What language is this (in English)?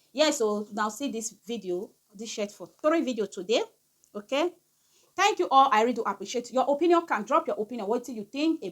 Nigerian Pidgin